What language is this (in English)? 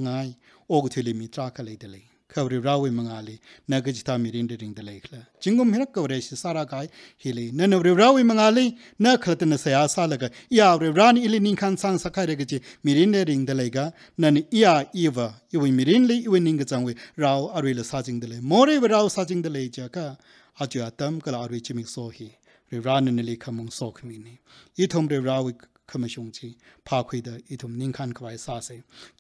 Tangkhul Naga (India)